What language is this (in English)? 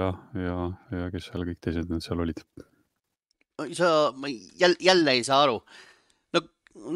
Estonian